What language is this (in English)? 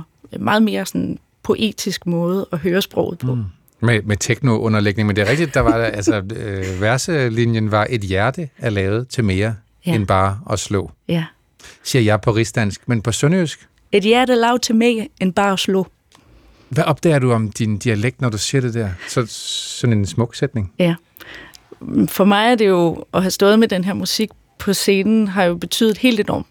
Danish